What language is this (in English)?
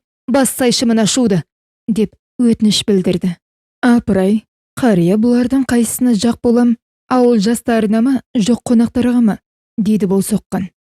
Kazakh